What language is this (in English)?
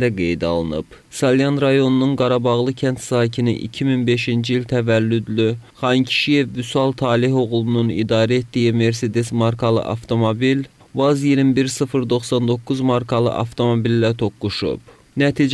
Azerbaijani